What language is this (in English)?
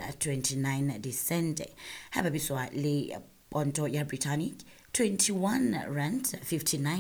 Southern Sotho